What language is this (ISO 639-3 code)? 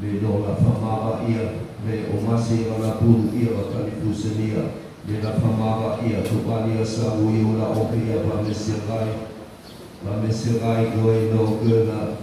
nia